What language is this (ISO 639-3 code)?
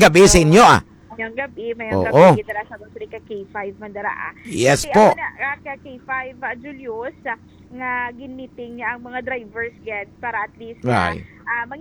hil